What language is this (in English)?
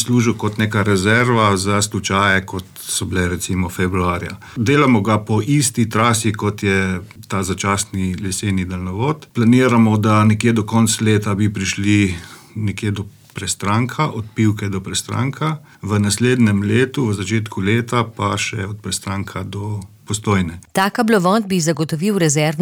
Slovenian